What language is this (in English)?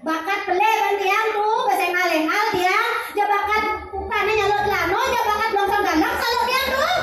Balinese